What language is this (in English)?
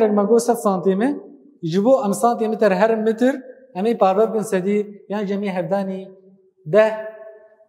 Kurdish